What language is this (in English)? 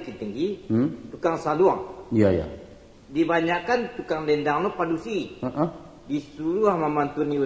Minangkabau